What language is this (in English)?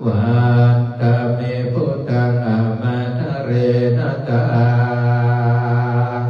Pali